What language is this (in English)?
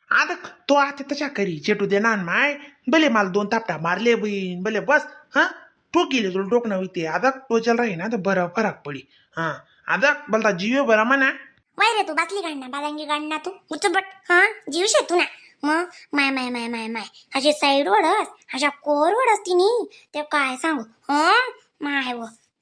Khandesi